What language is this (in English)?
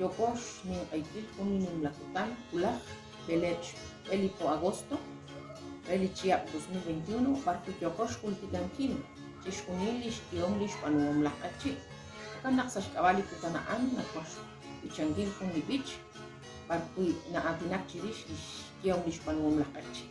Kekchí